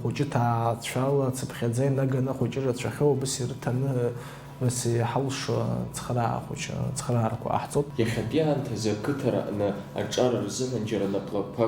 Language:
Abkhazian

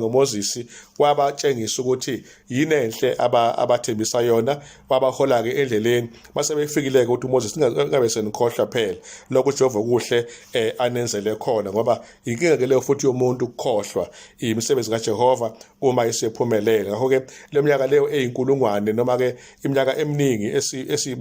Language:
Zulu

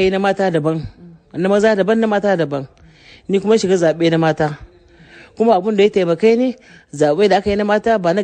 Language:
Hausa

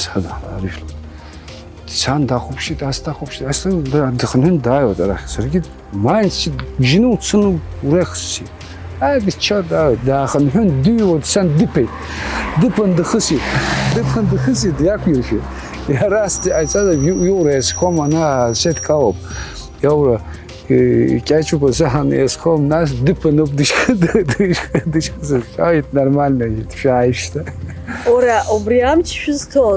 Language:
Abkhazian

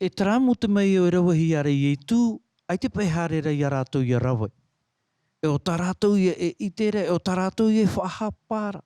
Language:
Tahitian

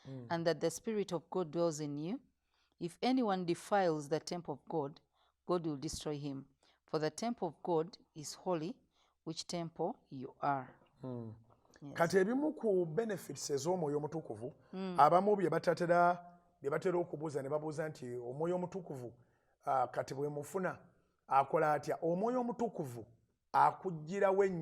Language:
Ganda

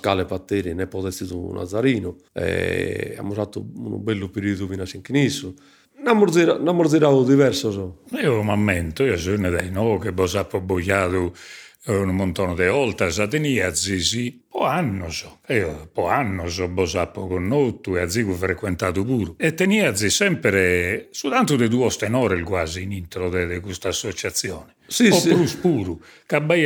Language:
Sardinian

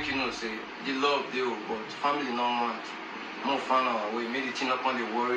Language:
Nigerian Pidgin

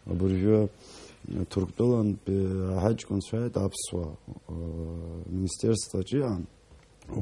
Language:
Abkhazian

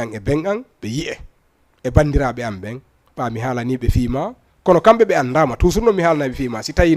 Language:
Fula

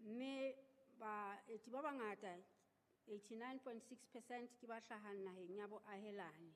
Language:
Southern Sotho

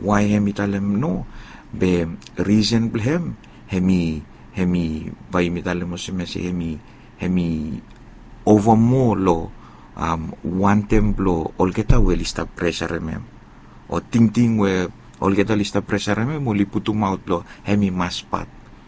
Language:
Bislama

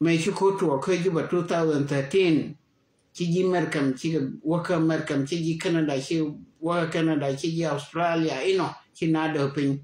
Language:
Nuer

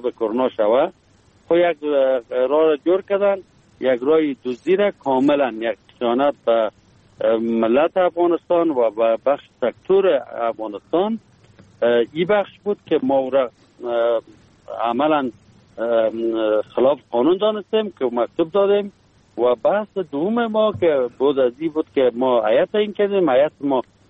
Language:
Persian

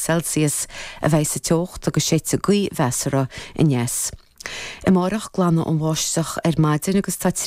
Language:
Irish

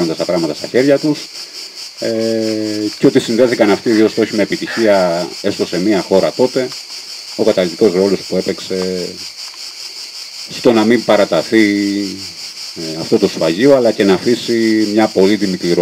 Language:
Greek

